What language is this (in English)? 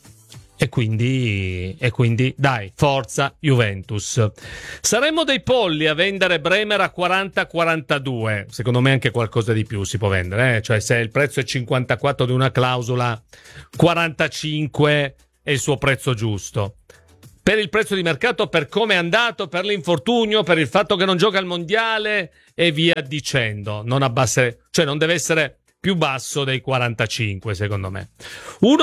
Italian